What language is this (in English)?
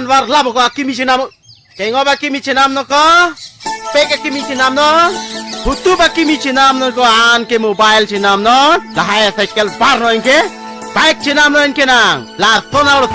Karbi